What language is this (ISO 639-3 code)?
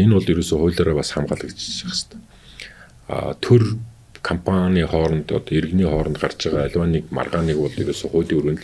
mon